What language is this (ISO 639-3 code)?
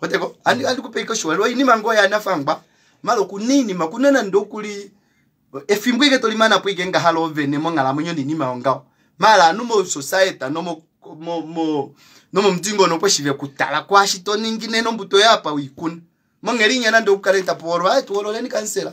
kua